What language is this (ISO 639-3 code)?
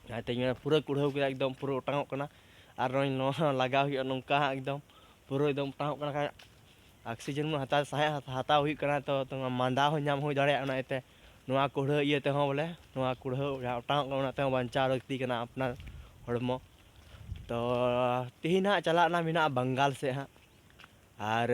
sat